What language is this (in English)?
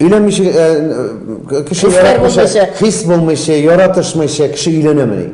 Tatar